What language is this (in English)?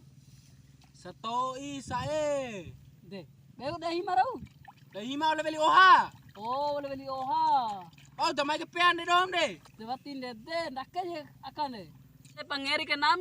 Bima